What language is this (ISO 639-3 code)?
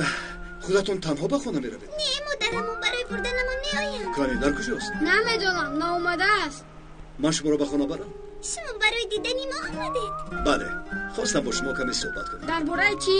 tgk